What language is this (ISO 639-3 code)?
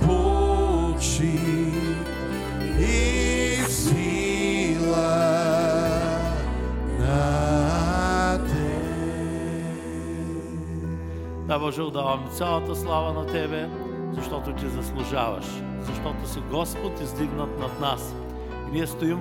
bul